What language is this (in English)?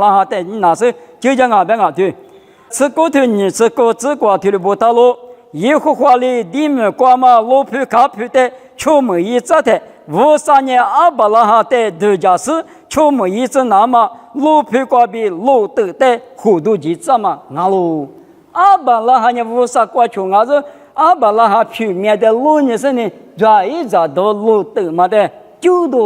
Lisu